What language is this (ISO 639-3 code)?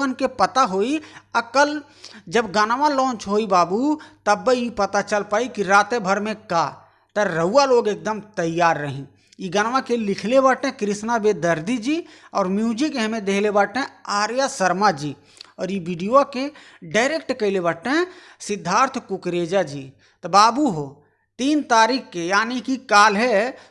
bho